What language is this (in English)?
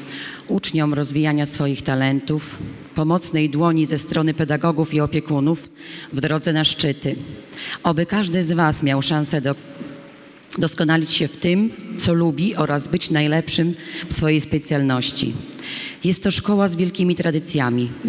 Polish